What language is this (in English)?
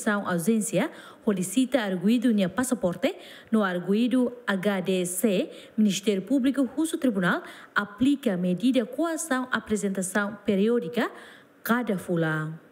Tetum